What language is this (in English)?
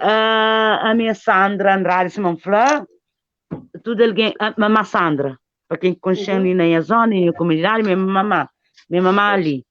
Kabuverdianu